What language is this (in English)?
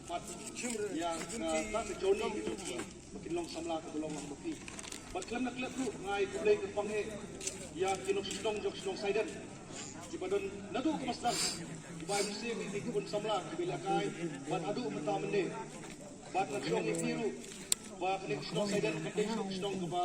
Khasi